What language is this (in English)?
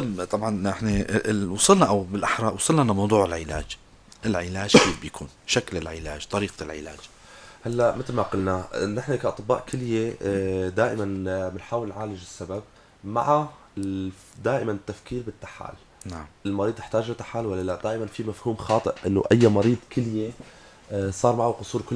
North Levantine Arabic